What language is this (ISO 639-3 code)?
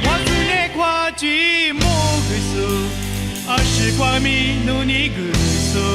lis